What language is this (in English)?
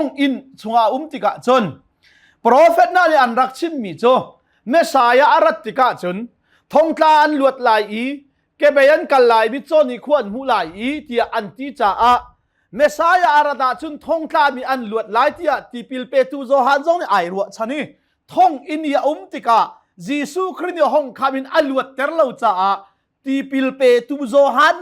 Hakha Chin